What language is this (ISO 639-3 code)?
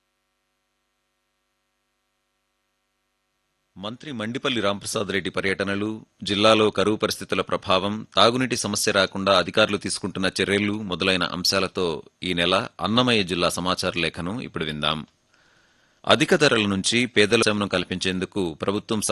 tel